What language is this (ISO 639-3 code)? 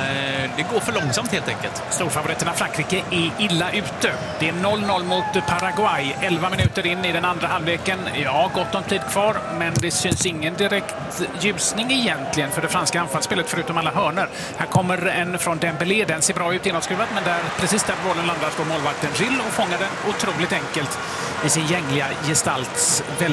swe